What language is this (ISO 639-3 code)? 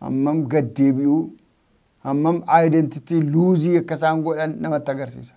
orm